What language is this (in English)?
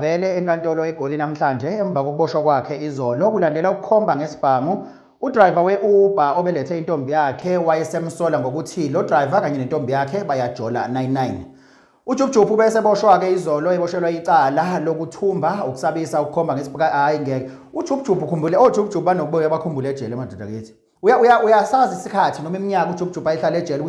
Zulu